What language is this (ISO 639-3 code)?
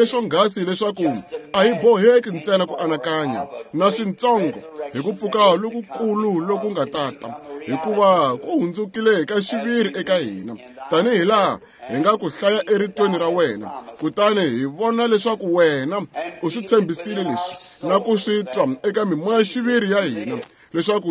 tso